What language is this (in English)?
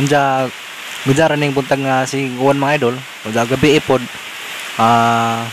Cebuano